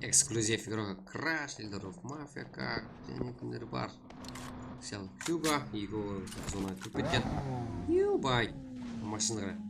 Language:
Kara-Kalpak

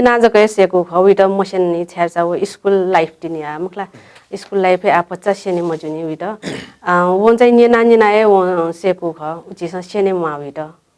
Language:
Newari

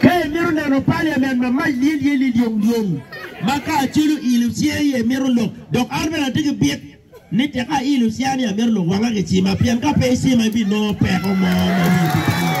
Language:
Acoli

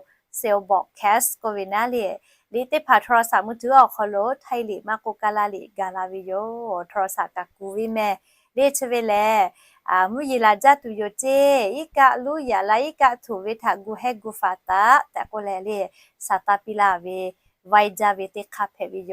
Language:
Lahu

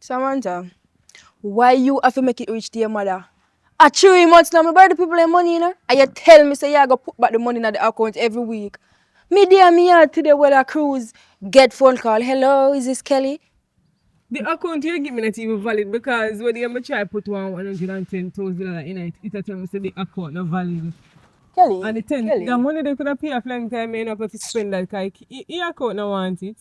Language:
Jamaican Creole English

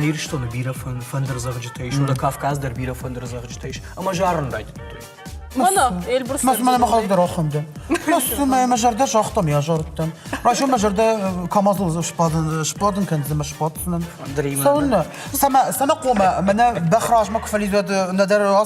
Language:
Ossetic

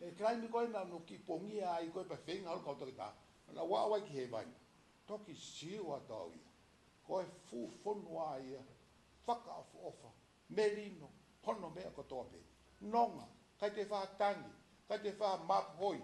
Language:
Tongan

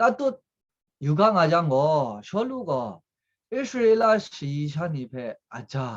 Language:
Kachin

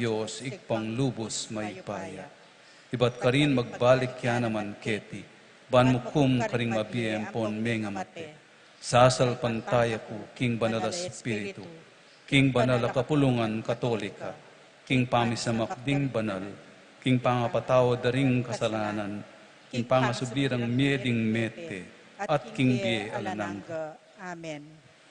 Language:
Pampanga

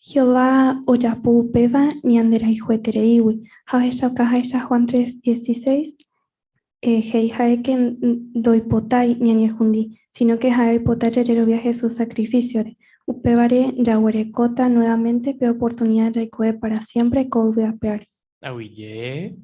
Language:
Guarani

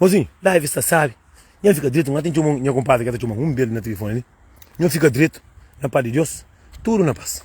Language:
Kabuverdianu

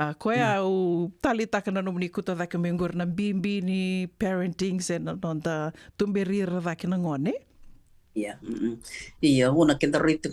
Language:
Fijian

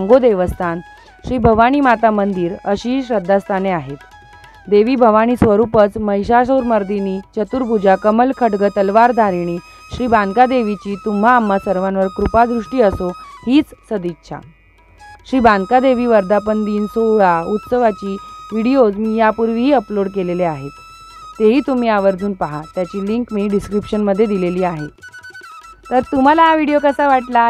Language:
Marathi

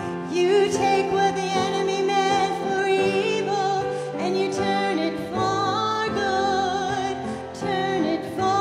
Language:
English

